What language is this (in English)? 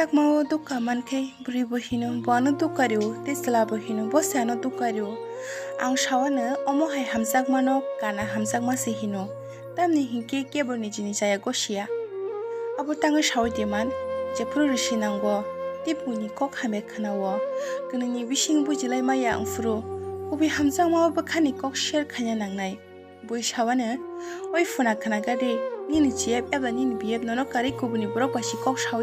Kok Borok